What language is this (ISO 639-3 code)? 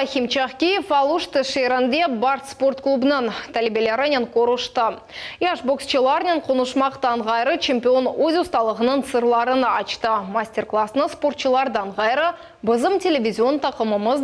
crh